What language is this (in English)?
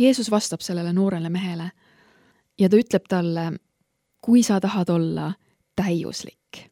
Estonian